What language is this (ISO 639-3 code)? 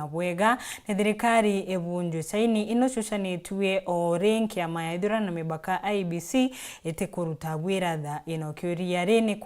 mer